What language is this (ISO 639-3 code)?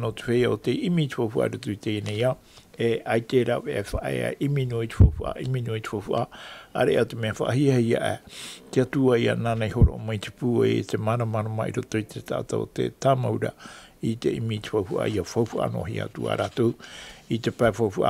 tah